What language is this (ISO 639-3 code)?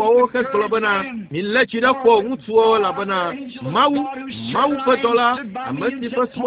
ewe